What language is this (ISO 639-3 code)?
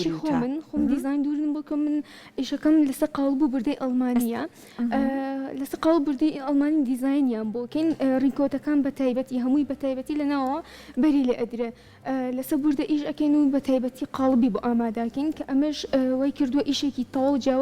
ckb